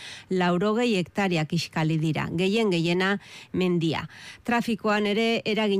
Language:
Basque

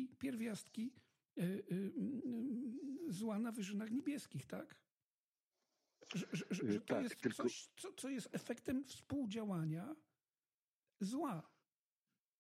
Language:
Polish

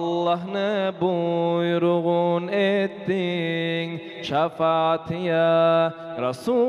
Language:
Kumyk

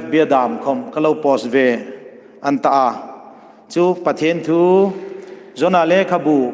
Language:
Hmar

